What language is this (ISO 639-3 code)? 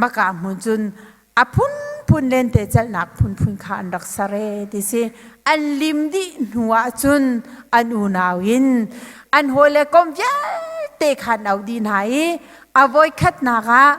cnh